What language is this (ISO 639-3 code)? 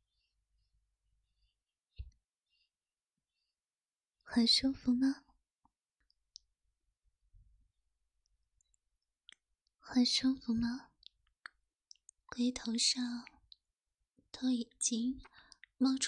zho